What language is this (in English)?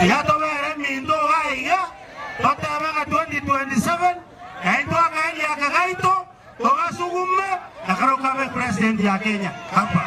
Gusii